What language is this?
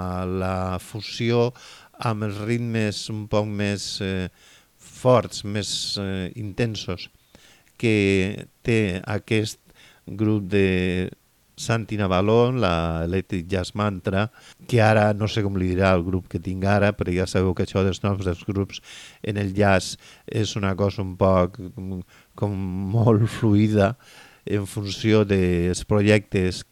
Catalan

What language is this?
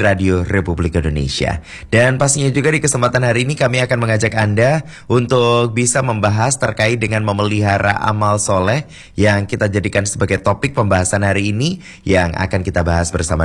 Indonesian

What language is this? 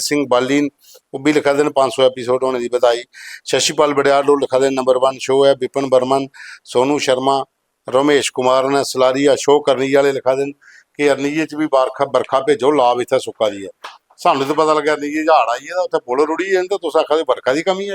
Dogri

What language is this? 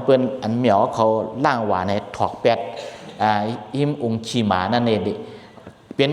Shan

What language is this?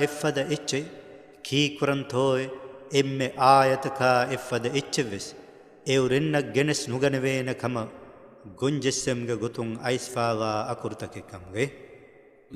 Divehi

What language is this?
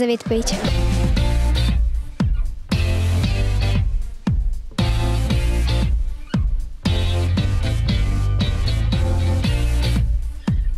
Ukrainian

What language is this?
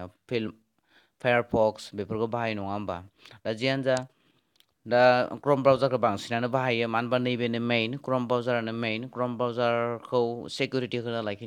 Bodo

